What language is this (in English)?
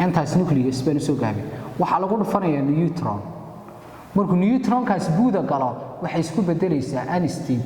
Somali